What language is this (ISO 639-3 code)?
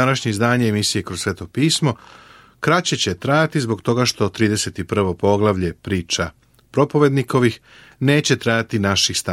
srp